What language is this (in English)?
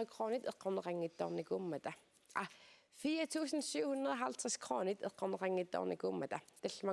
Kalaallisut